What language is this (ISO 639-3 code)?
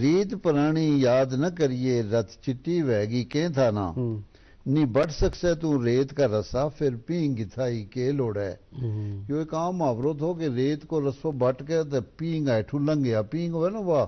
gju